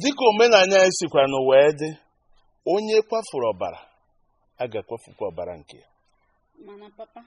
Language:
Igbo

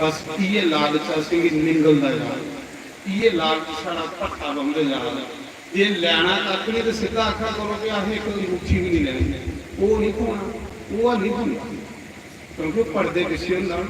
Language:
Dogri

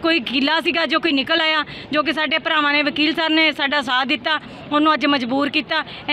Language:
Punjabi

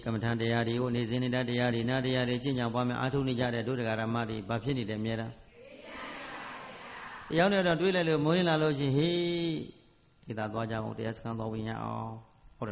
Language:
Burmese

